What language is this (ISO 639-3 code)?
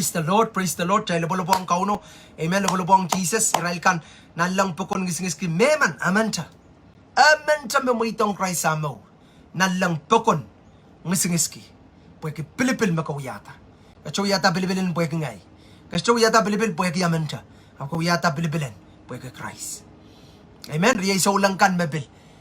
pon